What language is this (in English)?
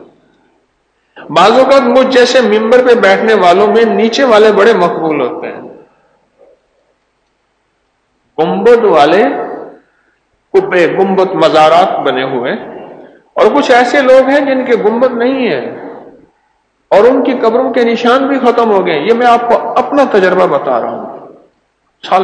Urdu